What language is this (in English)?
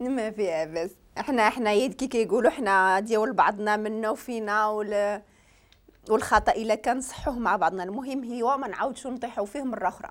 Moroccan Arabic